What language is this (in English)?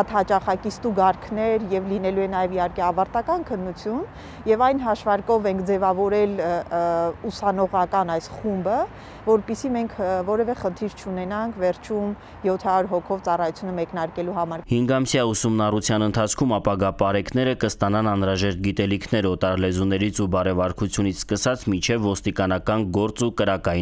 Armenian